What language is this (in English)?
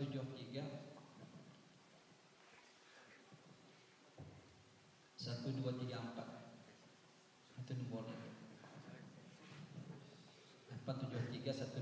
Indonesian